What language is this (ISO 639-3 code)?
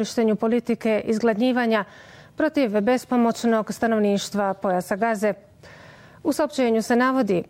bos